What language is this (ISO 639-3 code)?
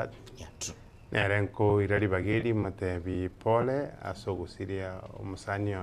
guz